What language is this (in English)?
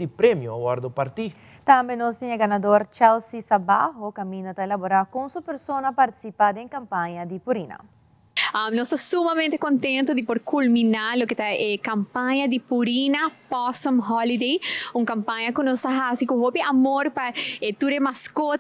Papiamento